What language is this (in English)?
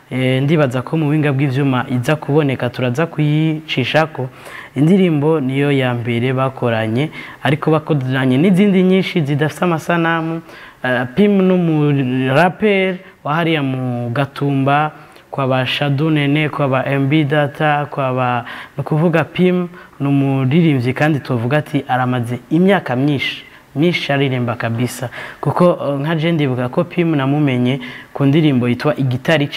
Rundi